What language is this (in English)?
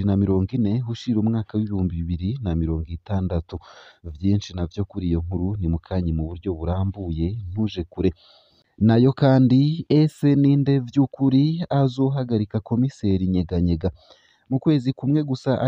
Rundi